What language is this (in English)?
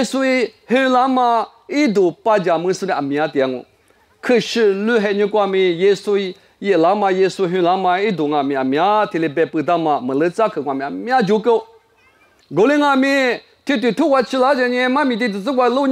Lisu